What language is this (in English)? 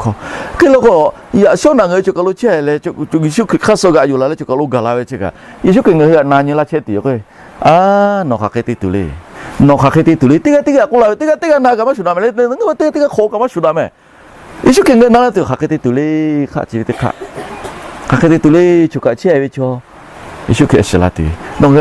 Lahu